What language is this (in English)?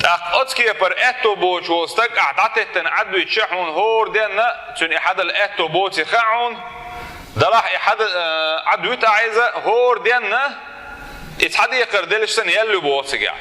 Chechen